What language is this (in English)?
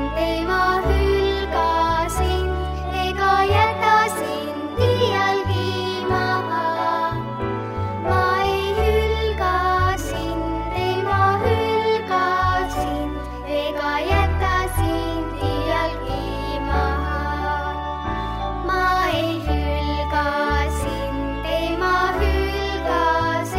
Estonian